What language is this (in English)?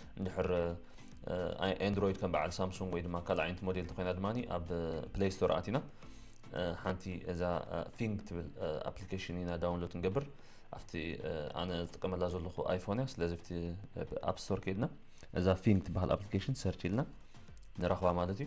Tigrinya